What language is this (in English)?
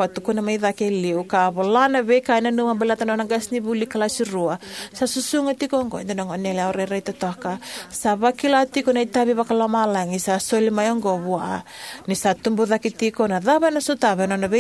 Fijian